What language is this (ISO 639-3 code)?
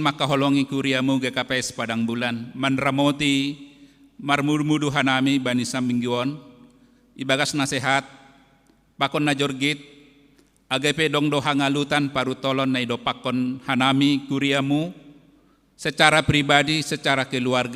bts